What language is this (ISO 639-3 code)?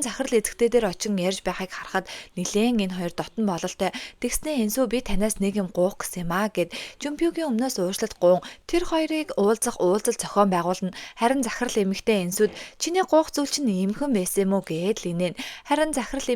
mon